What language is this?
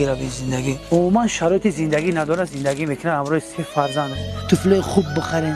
Tajik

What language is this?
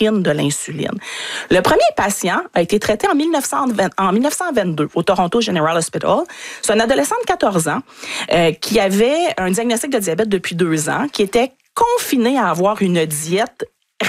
French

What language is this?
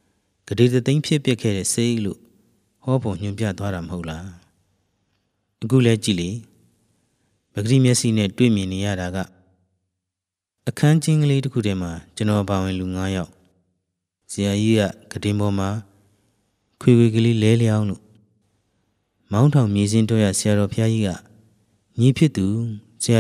Burmese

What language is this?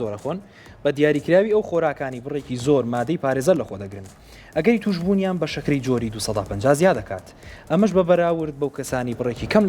Central Kurdish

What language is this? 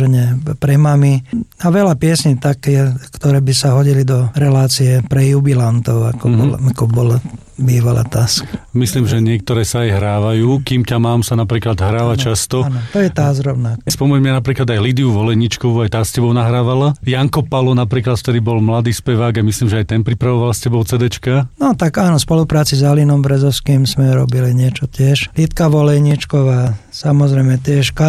Slovak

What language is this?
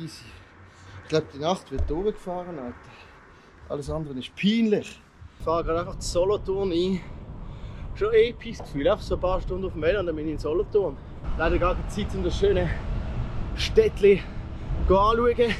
Swiss German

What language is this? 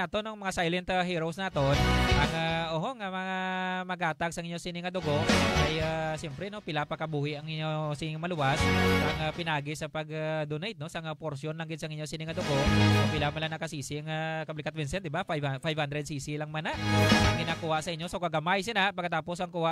Hiligaynon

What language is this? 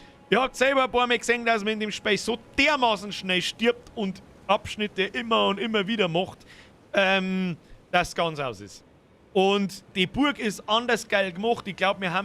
Bavarian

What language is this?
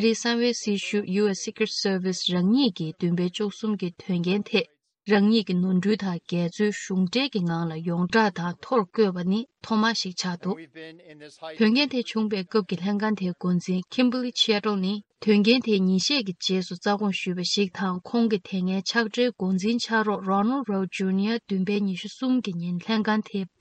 Tibetan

